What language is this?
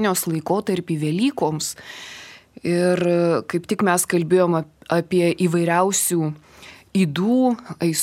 Lithuanian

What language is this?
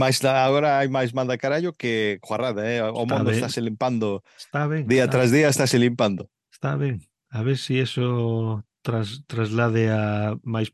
Galician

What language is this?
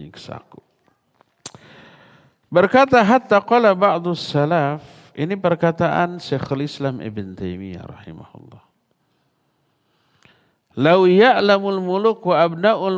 Indonesian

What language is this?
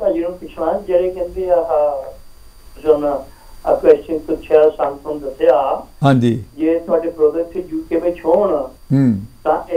Punjabi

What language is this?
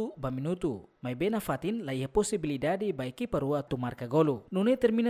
Tetum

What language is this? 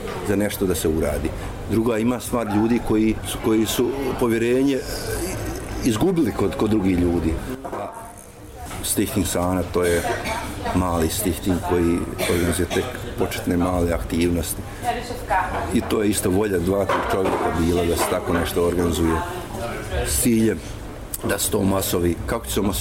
Bosnian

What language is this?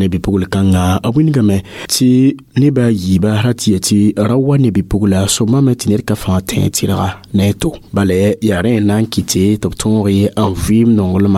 Mossi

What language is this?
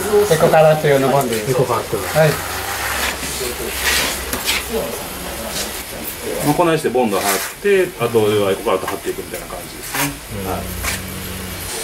Japanese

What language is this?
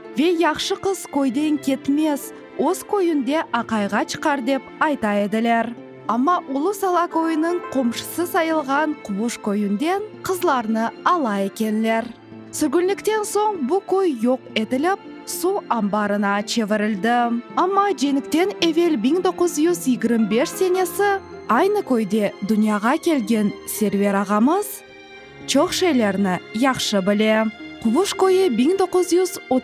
Crimean Tatar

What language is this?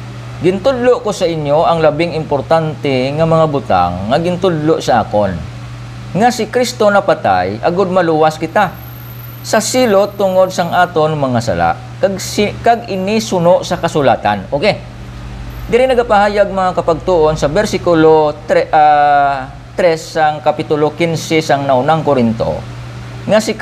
Hiligaynon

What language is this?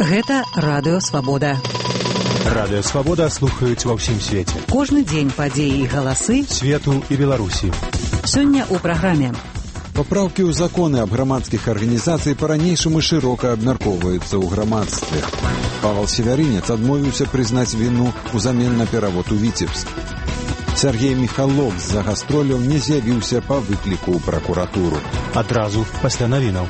Belarusian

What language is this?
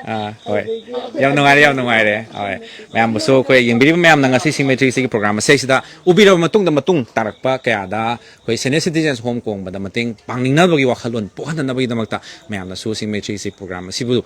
Manipuri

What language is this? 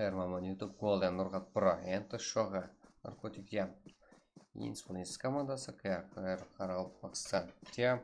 Kara-Kalpak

